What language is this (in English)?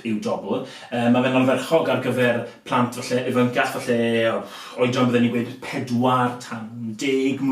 Welsh